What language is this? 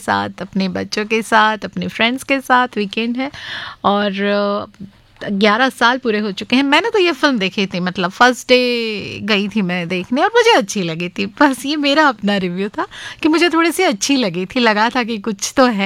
Hindi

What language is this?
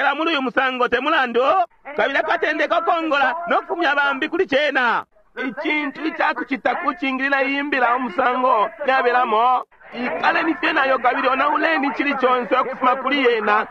Bemba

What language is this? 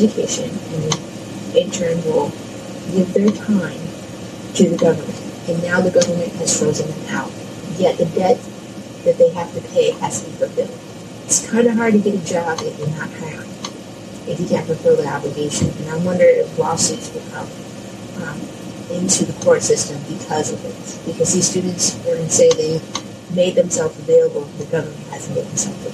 English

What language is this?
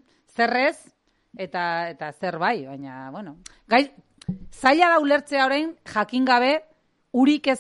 Basque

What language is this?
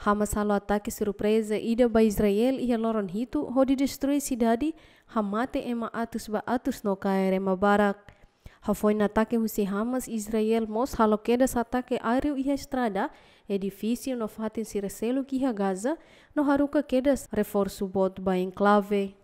Tetum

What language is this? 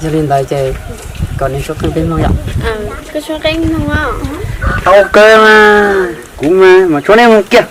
Hmong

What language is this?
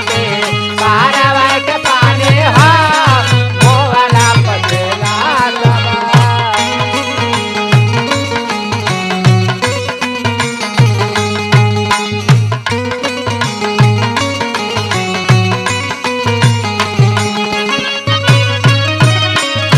Bhojpuri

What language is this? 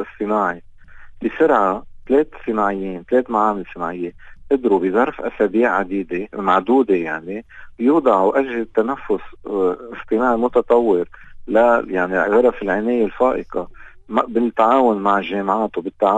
North Levantine Arabic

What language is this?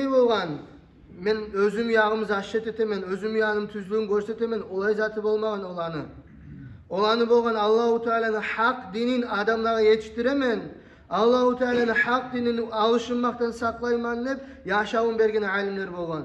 Kumyk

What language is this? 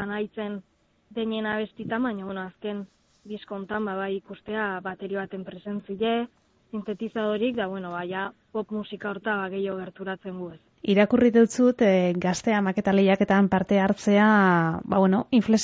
Basque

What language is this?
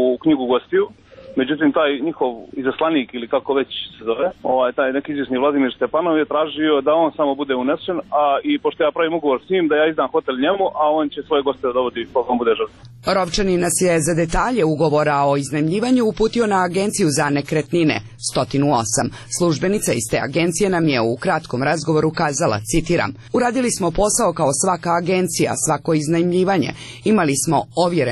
Serbian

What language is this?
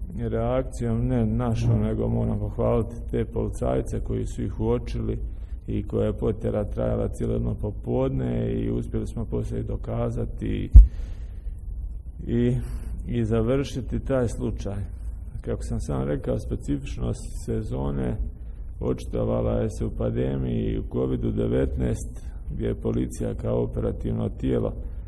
Croatian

